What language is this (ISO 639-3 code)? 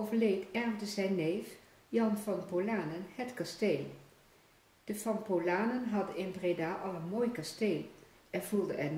nld